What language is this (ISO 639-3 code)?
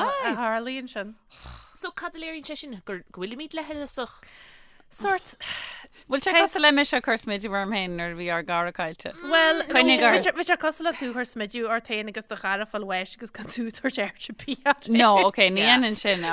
gle